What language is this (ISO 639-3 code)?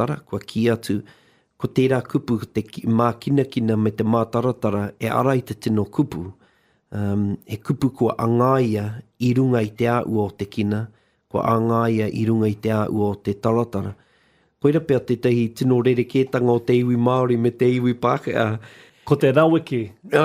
mri